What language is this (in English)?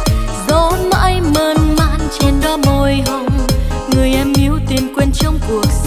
Vietnamese